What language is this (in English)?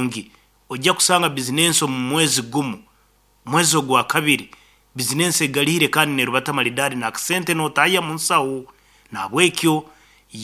Nyankole